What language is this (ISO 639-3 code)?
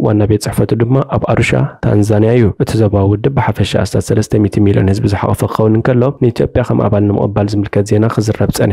tir